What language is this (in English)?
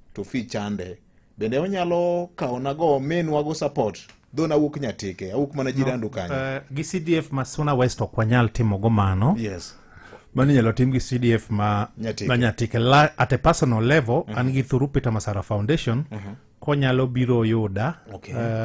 Luo (Kenya and Tanzania)